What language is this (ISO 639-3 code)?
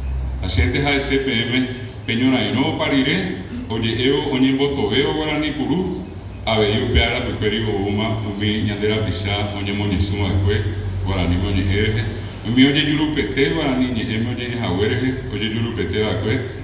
grn